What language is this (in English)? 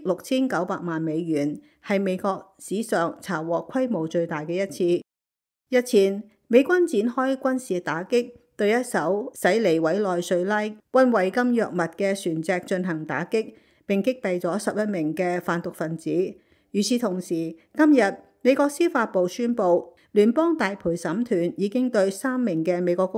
Cantonese